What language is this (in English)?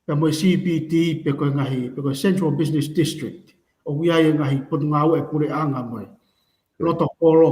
Tongan